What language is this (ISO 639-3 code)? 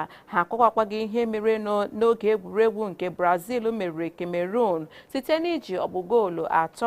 ibo